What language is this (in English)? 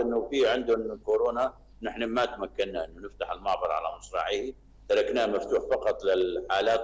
North Levantine Arabic